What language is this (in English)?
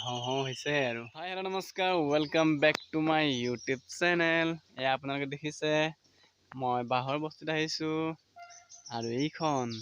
Assamese